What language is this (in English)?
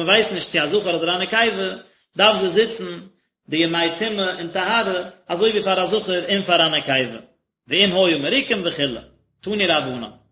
Yiddish